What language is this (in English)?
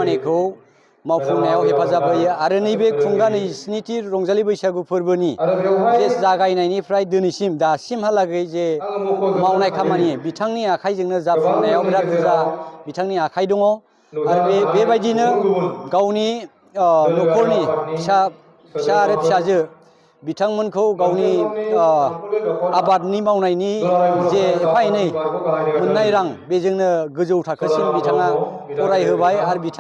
Bodo